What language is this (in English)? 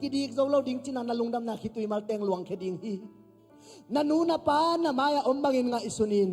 Tedim Chin